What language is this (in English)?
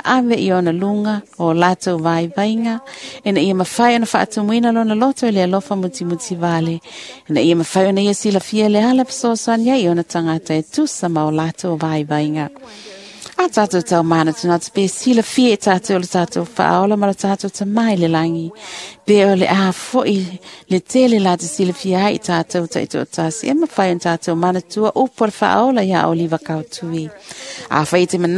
Samoan